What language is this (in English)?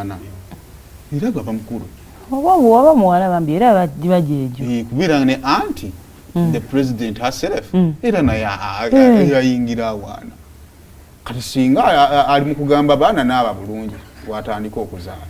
Ganda